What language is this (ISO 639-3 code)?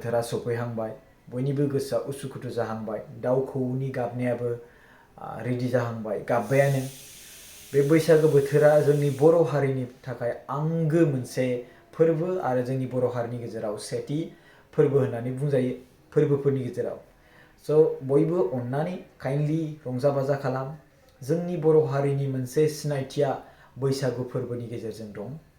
brx